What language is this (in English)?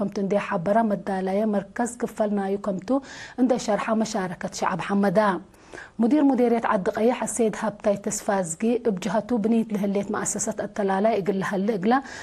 Tigre